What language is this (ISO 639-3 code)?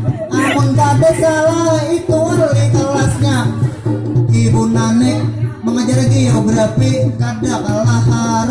bjn